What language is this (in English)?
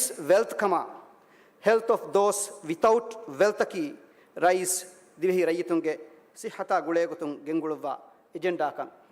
Divehi